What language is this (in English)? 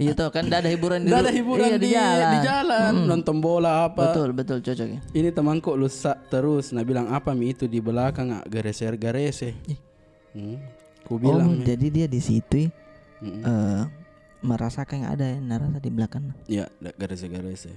Makassar Malay